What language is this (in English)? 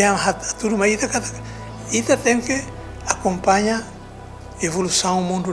Tetum